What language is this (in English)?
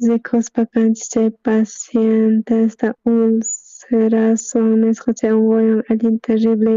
South Bolivian Quechua